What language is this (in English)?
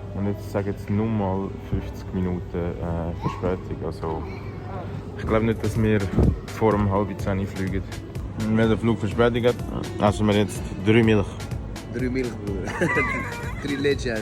Swiss German